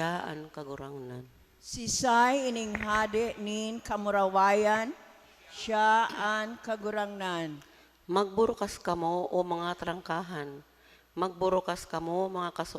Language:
Bikol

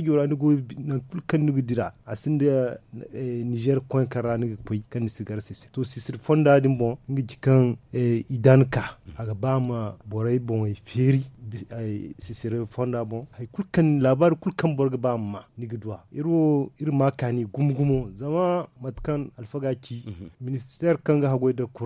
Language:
Zarma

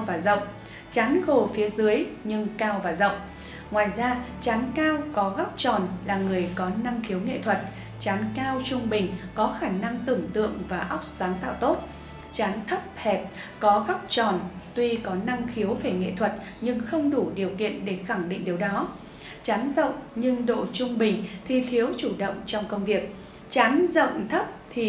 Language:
Vietnamese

